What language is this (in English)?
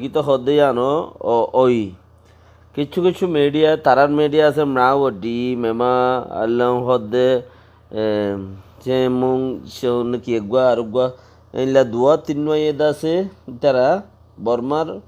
Rohingya